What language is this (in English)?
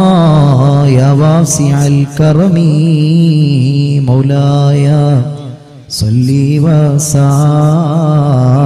Malayalam